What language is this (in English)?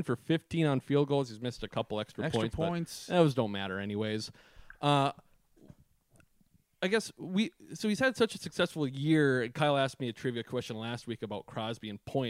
English